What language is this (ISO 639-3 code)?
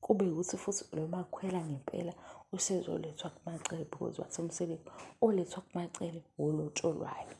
zul